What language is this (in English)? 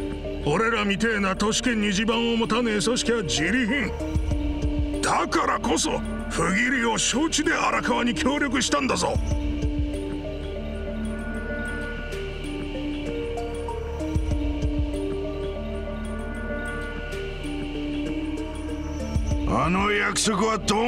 Japanese